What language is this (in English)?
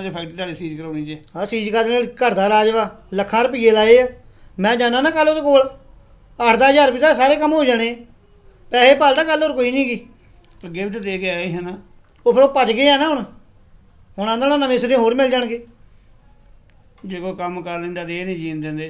Punjabi